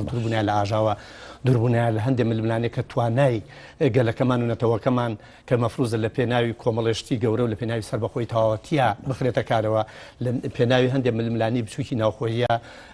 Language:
Central Kurdish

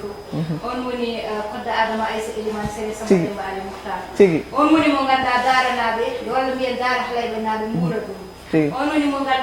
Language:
Fula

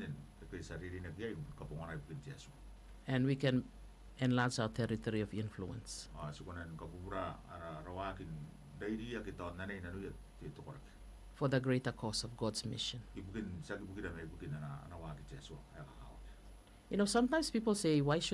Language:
Gilbertese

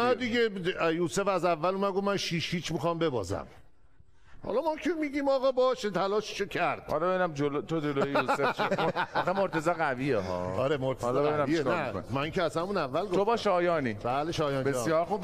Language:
Persian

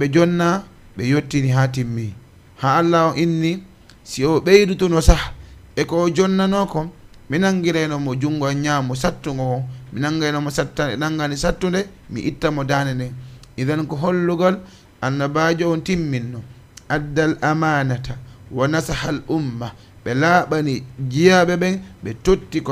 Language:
Fula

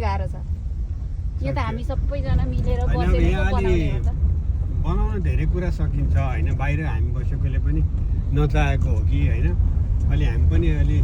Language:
Nepali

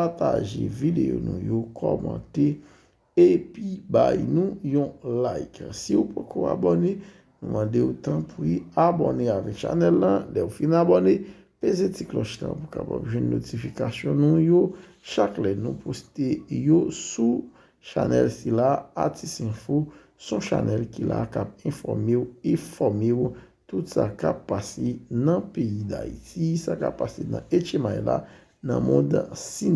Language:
Haitian Creole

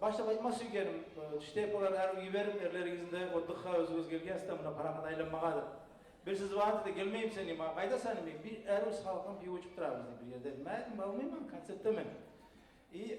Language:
Kumyk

